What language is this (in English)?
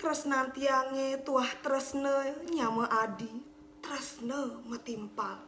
Balinese